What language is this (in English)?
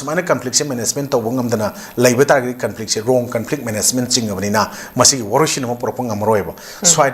Manipuri